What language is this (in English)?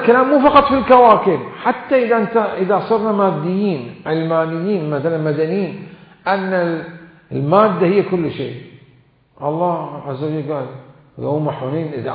Mesopotamian Arabic